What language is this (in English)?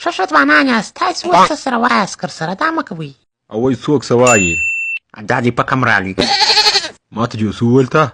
Pashto